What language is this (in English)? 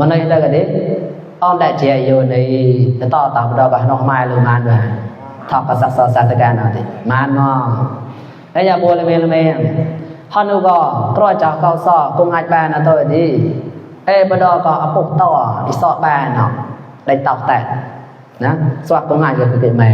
Mon